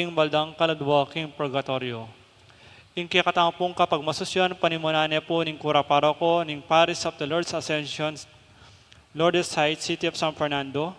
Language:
Pampanga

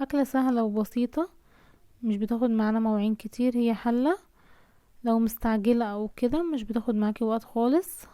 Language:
Egyptian Arabic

